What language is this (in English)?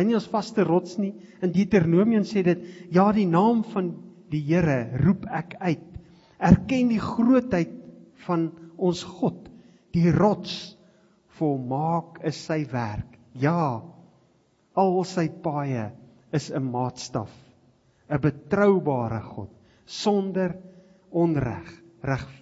Afrikaans